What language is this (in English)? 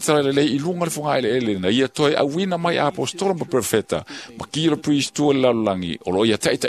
Samoan